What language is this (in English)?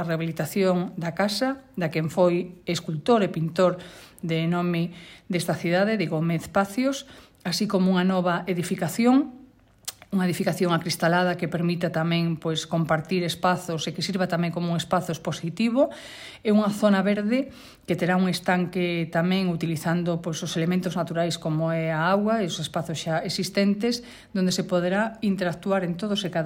Galician